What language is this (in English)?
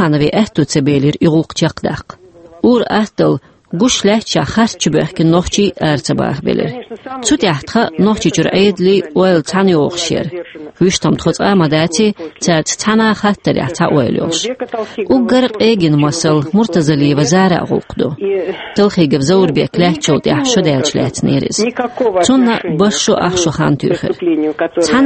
Chechen